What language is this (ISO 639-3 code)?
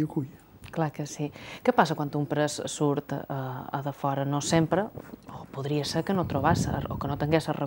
cat